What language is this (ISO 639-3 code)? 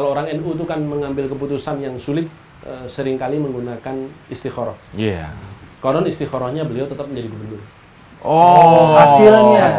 ind